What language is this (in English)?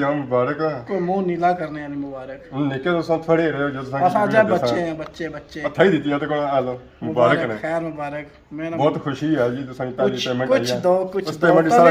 Pahari-Potwari